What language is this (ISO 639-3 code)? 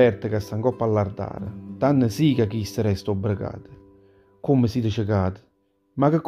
nap